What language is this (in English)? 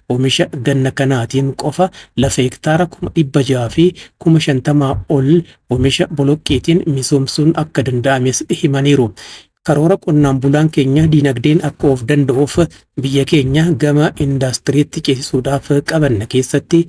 Oromo